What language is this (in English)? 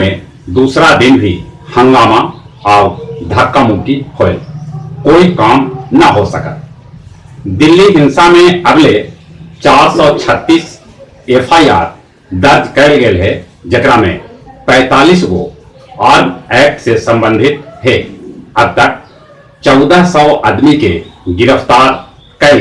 Magahi